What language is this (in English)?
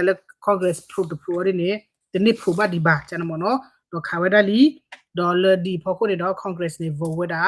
S'gaw Karen